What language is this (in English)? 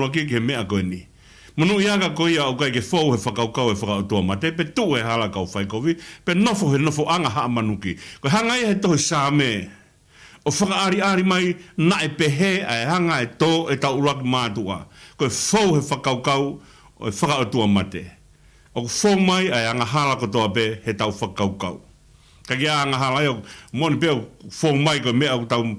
Tongan